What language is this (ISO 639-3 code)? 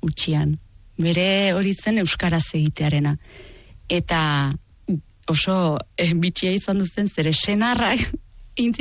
eus